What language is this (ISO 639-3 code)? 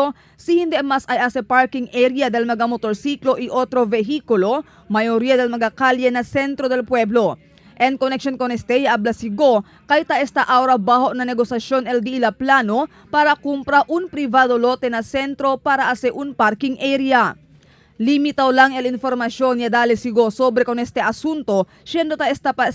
cbk